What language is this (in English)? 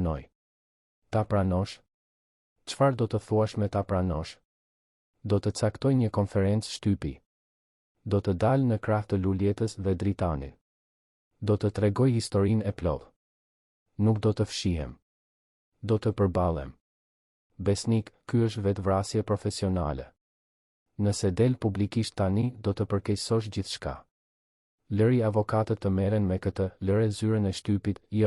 Albanian